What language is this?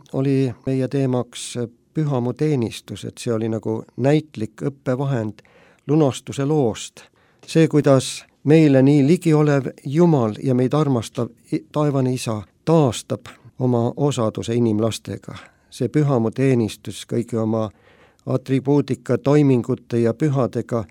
Estonian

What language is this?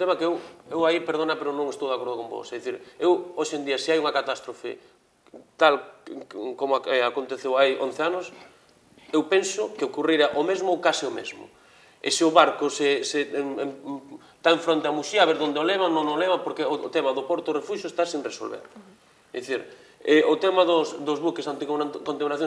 Galician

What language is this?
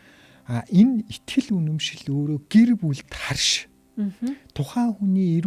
Mongolian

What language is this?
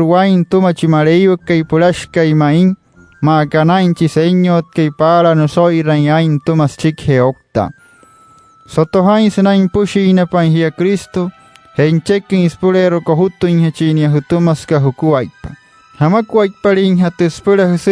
Wayuu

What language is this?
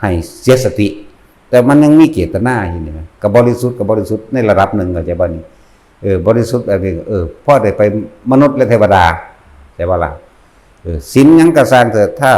Northeastern Thai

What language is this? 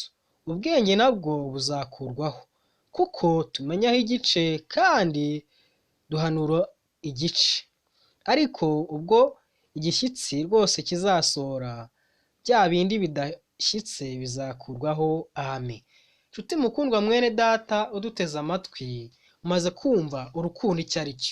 Kinyarwanda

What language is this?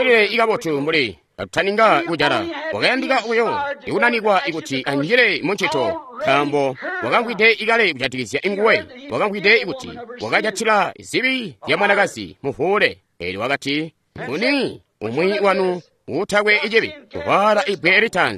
Tonga (Zambia)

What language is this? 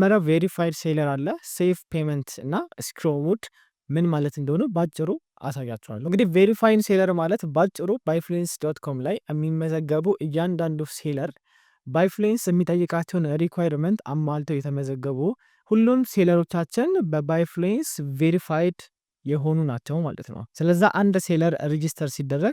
Amharic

